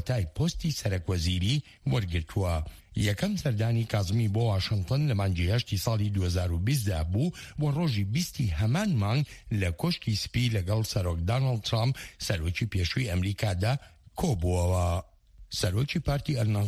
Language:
Central Kurdish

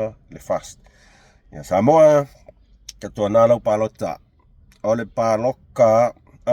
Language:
Samoan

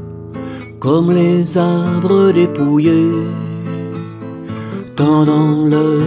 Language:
French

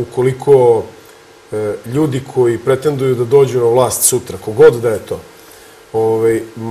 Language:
Serbian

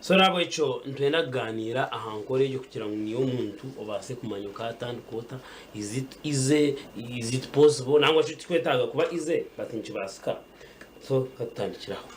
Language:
Nyankole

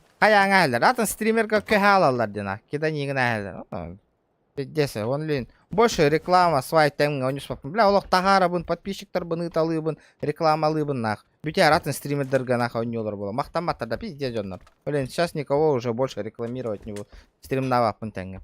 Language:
Yakut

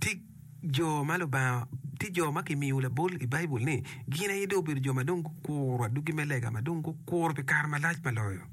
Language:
Acoli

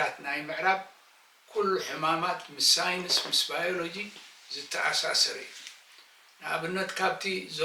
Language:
Tigrinya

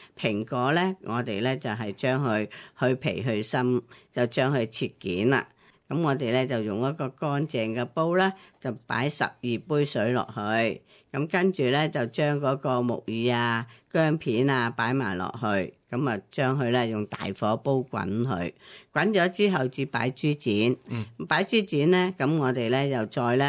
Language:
Cantonese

